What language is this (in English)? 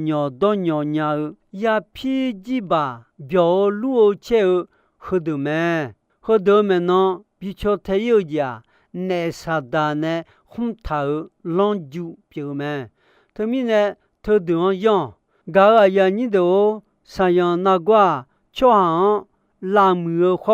Akha